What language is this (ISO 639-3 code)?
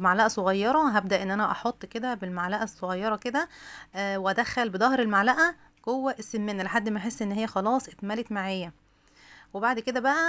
arz